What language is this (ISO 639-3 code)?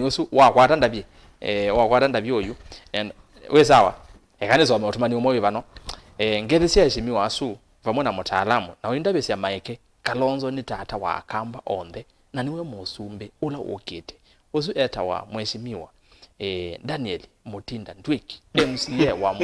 kam